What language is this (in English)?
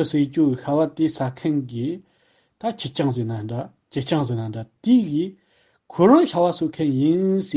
Tibetan